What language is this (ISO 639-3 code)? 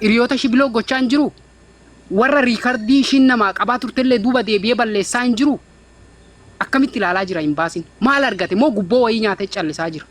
orm